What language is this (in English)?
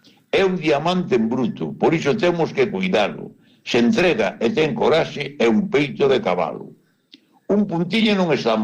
Galician